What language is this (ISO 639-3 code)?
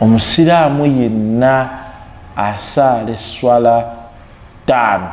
lug